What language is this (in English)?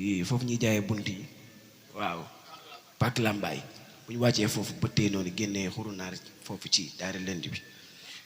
Wolof